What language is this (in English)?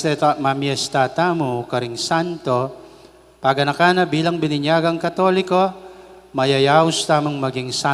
Pampanga